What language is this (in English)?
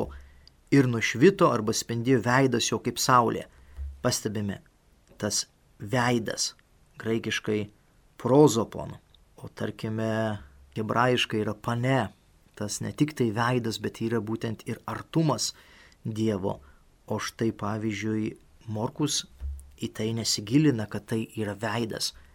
Lithuanian